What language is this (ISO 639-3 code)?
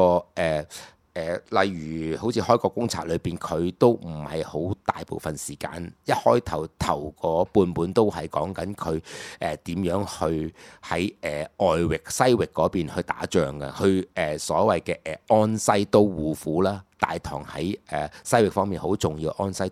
yue